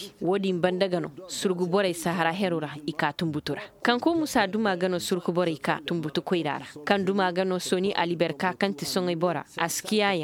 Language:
Koyraboro Senni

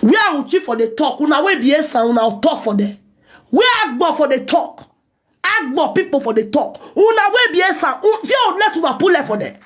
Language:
Nigerian Pidgin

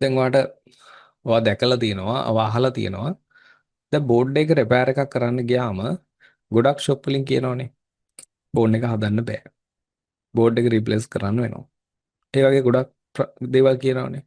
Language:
Sinhala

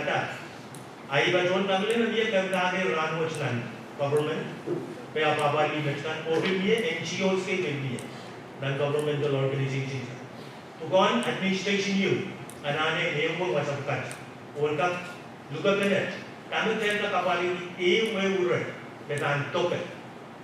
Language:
Pohnpeian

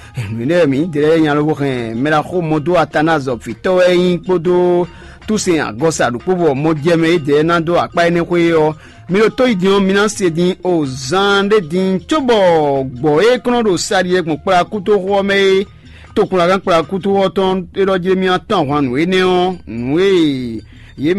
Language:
Fon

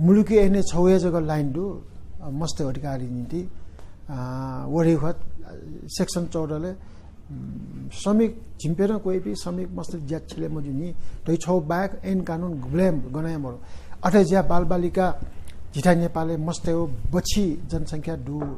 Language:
Newari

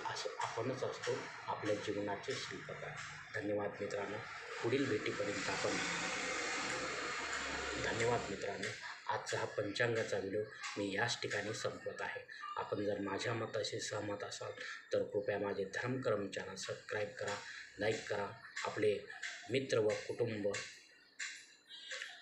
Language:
Marathi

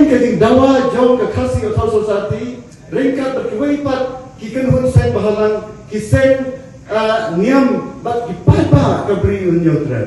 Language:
Khasi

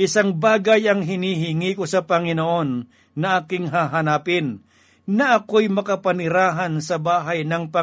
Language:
Filipino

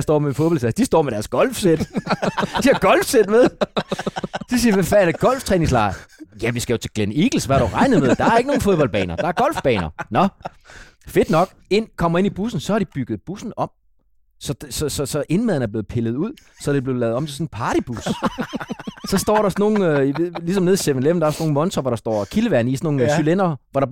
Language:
Danish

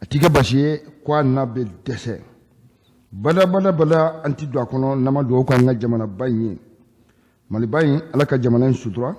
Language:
Bambara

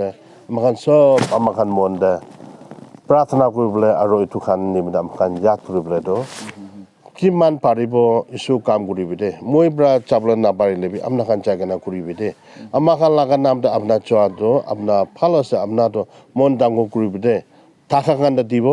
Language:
Naga Pidgin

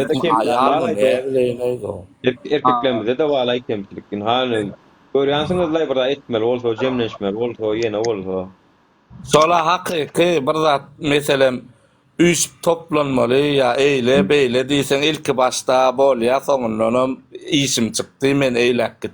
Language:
Turkmen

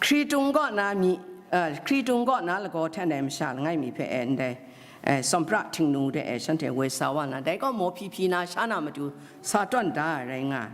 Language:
Kachin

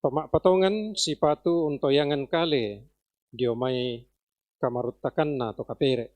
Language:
Toraja-Sa'dan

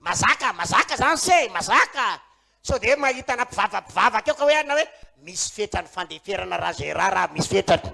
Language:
Malagasy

